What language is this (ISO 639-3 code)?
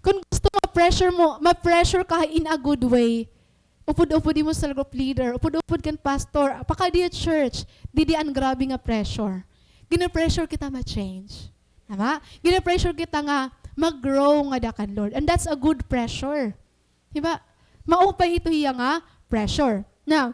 war